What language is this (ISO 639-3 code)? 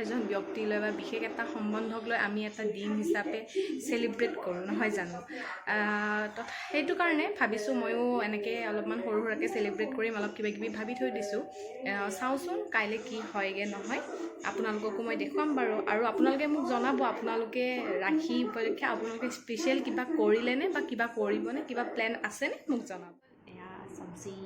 asm